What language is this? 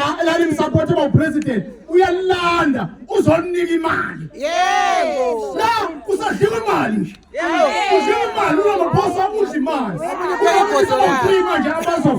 Zulu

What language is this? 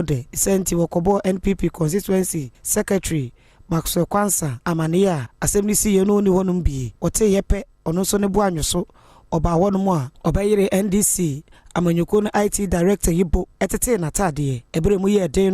Akan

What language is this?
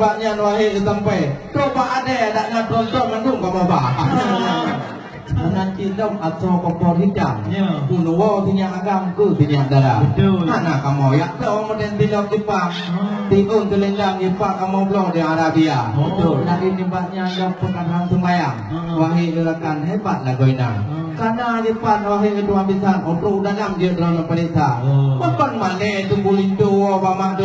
Achinese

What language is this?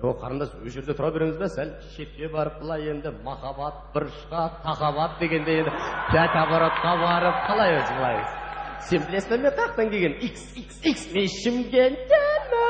Kazakh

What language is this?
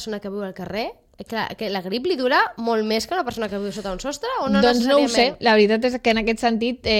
Catalan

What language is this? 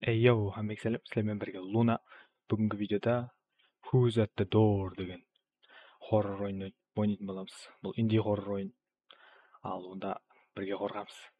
Kara-Kalpak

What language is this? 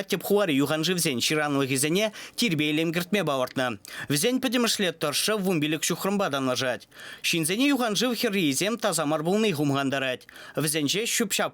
Chuvash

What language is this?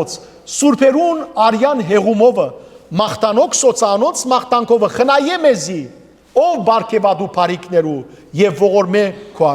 Western Armenian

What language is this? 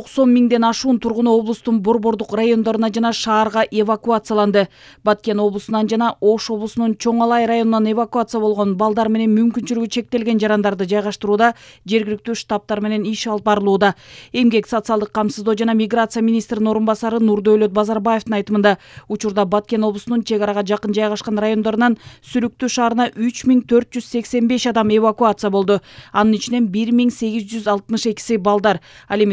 Kyrgyz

